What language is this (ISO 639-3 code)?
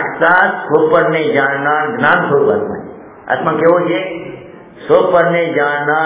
guj